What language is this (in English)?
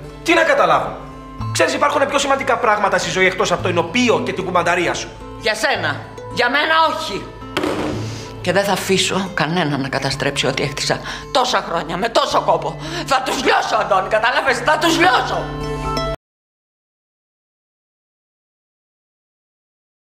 Greek